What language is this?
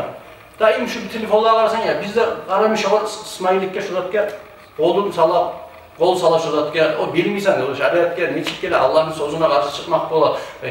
Kumyk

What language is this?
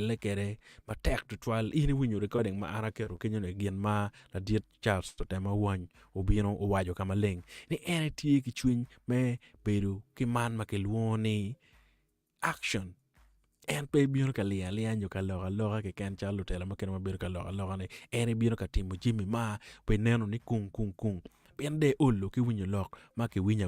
Acoli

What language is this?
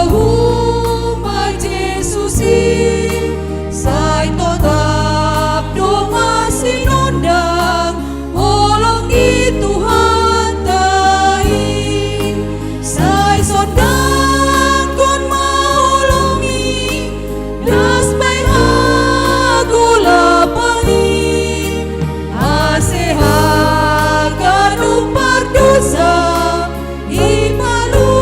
Batak Simalungun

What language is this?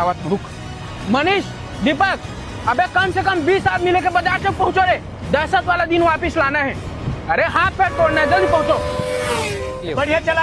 Chhattisgarhi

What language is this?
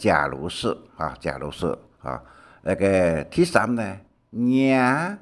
Hakka Chinese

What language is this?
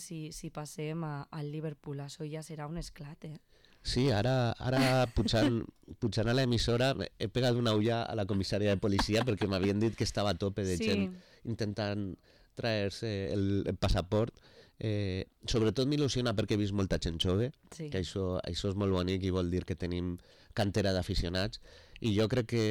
Catalan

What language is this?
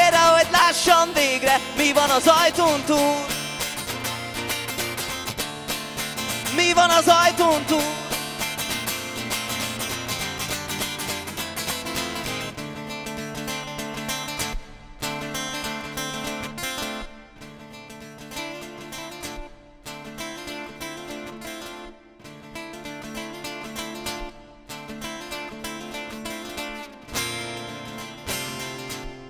Hungarian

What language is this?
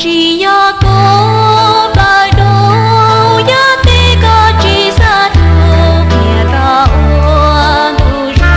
Hmong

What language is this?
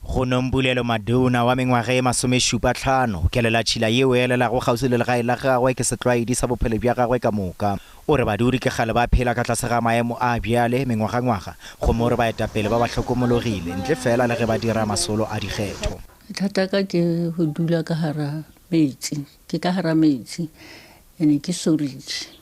Northern Sotho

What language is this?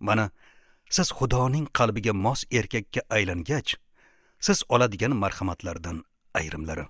Uzbek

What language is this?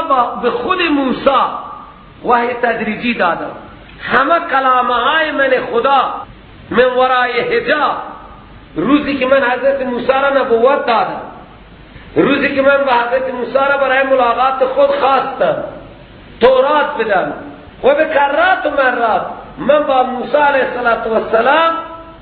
Persian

